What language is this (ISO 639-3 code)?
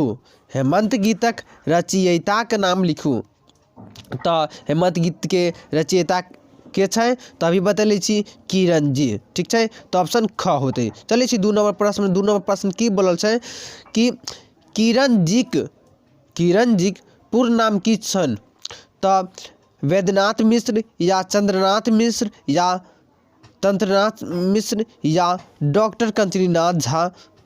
mai